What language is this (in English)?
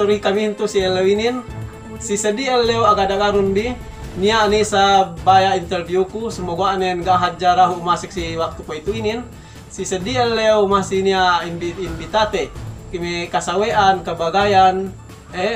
Yakan